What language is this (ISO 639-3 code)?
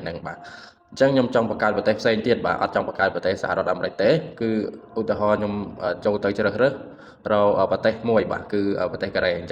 khm